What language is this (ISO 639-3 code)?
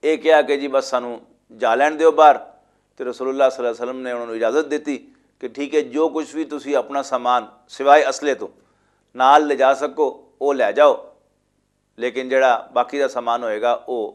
lah